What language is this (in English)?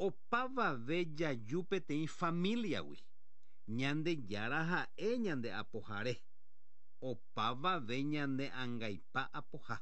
Guarani